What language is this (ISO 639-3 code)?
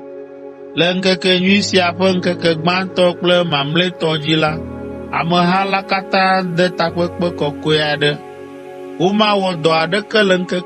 ewe